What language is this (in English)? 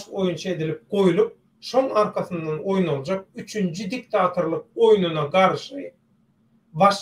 Turkmen